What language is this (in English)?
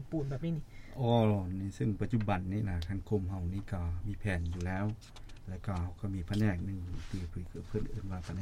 Lao